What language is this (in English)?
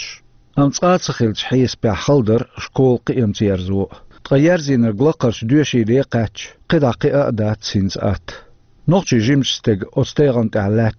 Chechen